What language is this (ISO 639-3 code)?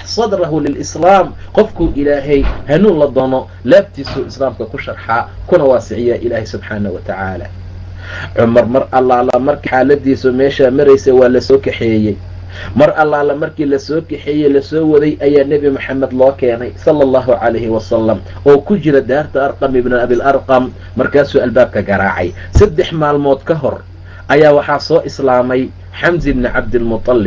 som